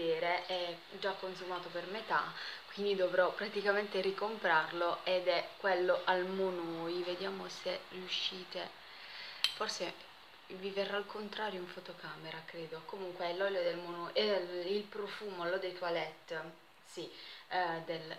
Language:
Italian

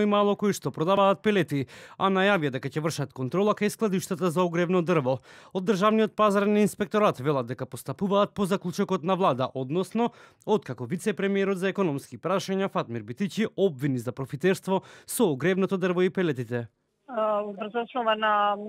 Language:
Macedonian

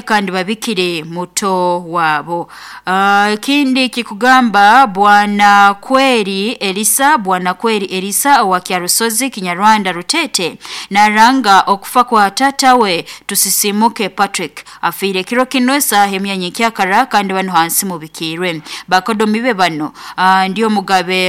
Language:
Nyankole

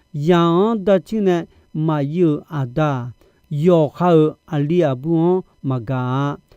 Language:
Akha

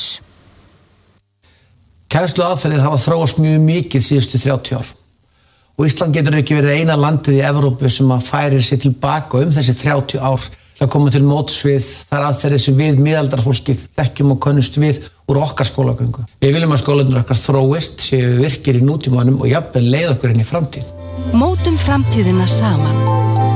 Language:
Icelandic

